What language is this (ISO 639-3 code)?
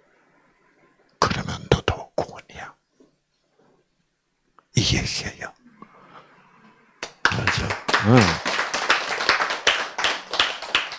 kor